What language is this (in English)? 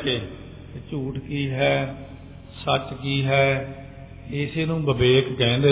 Punjabi